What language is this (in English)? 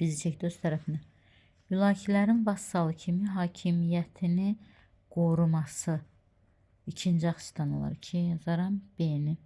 Azerbaijani